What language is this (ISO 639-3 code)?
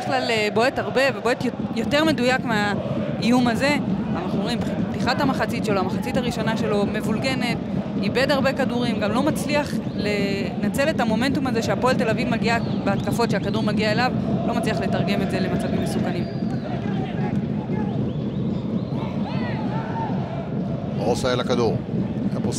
heb